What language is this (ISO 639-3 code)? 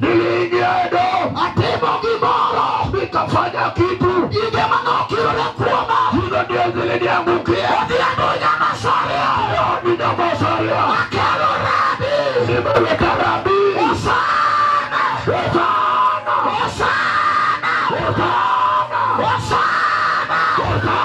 luo